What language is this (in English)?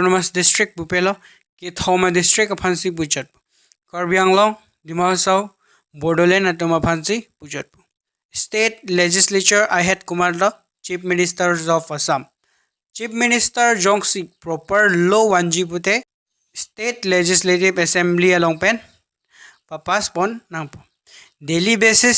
Karbi